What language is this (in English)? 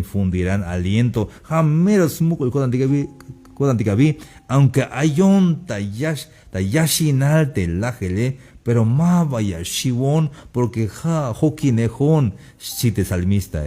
Tzeltal